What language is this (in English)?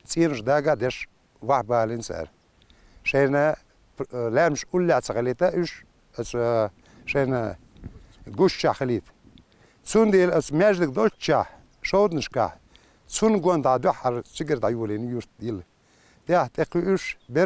Chechen